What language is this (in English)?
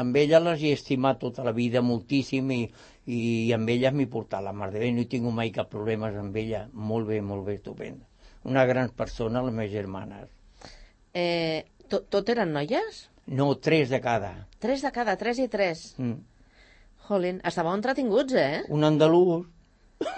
Catalan